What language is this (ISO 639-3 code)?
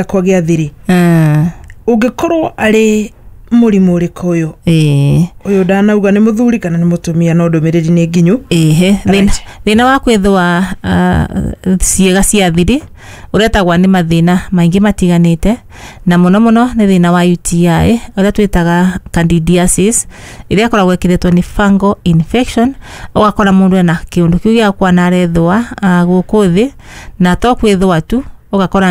kik